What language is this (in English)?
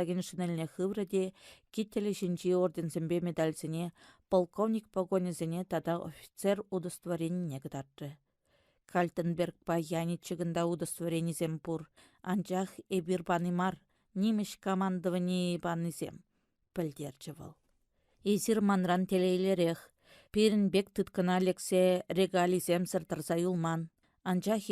Chuvash